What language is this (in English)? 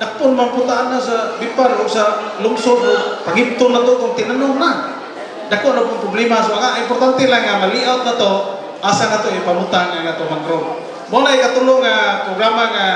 Cebuano